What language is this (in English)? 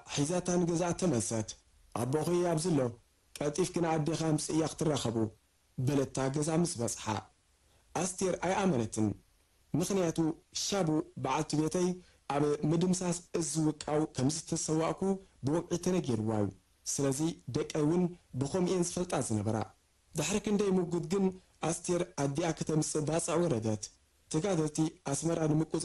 Tigrinya